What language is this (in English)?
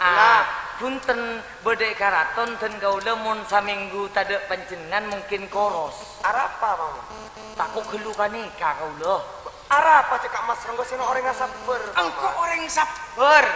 Madurese